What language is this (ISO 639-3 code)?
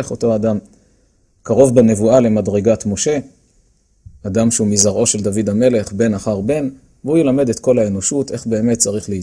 heb